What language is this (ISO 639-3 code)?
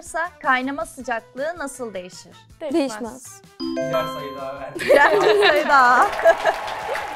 tur